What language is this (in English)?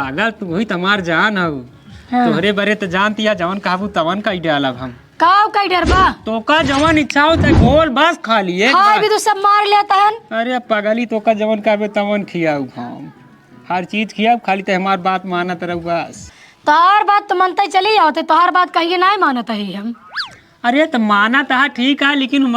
Awadhi